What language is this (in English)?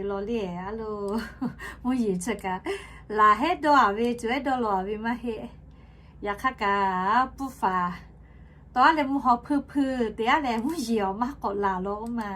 Lahu